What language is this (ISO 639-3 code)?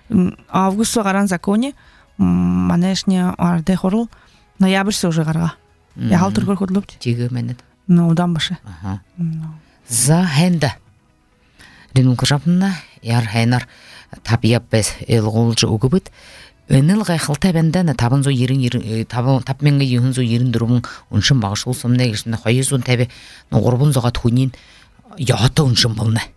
bua